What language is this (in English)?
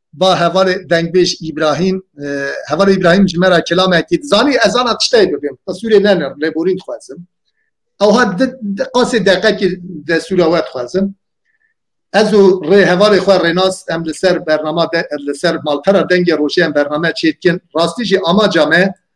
Kurdish